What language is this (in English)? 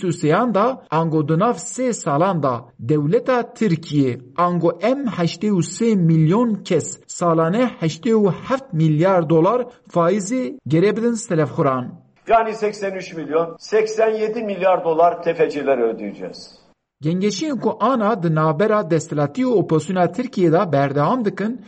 Kurdish